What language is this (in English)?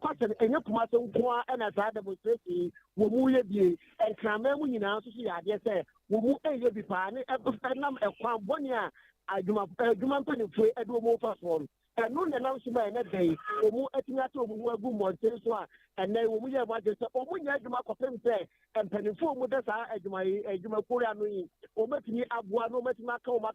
Akan